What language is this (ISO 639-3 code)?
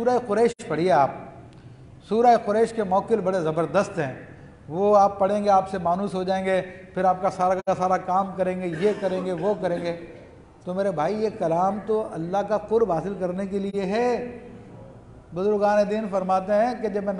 urd